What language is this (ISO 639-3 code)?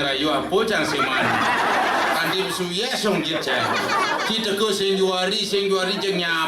ban